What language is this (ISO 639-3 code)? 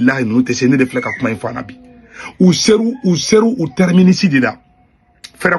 bam